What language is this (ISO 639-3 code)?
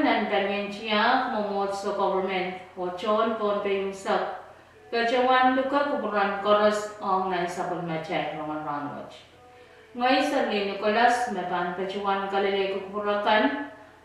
pon